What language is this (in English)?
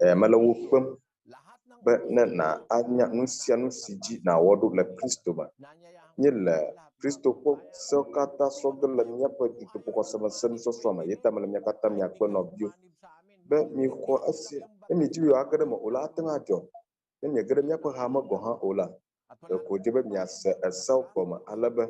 Ewe